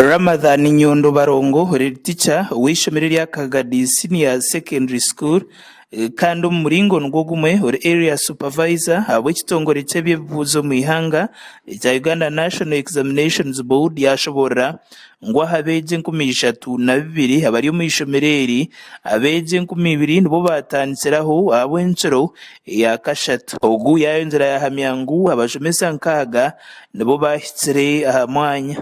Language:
Nyankole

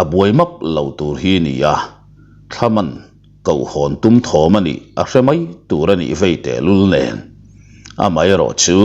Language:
Mizo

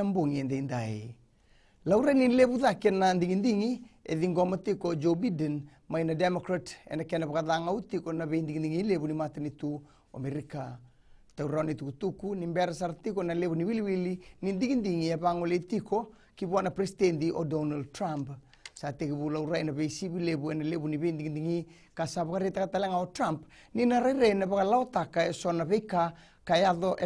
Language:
Fijian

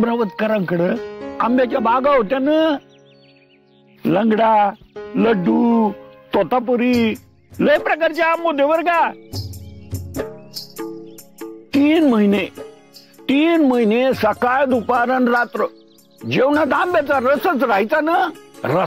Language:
Marathi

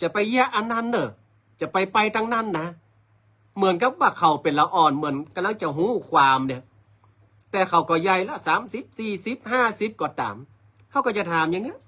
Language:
Northern Thai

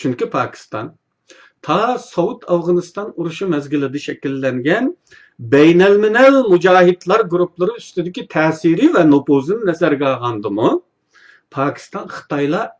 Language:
Uyghur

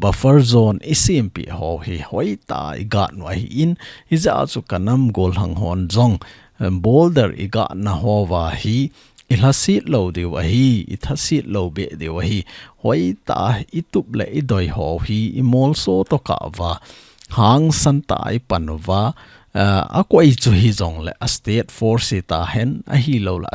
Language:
Thado Chin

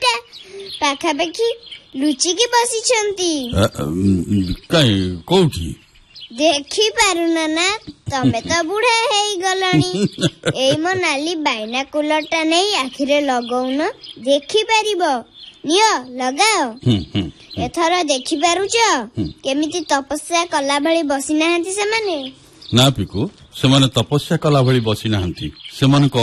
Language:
Odia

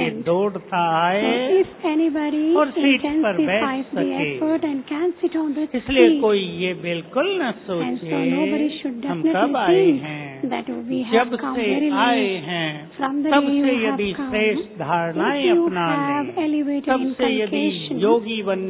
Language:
Hindi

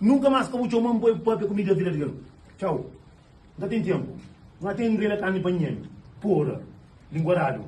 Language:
Upper Guinea Crioulo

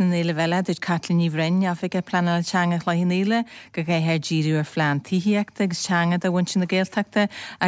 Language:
Irish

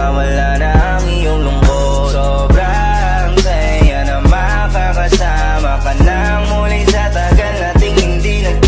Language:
Filipino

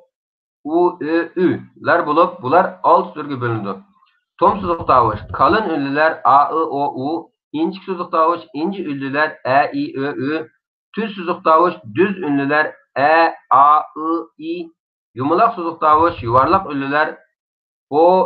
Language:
Uyghur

